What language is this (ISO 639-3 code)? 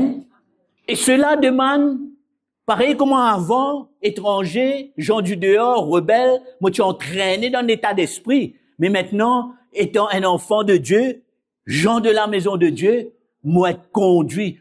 mfe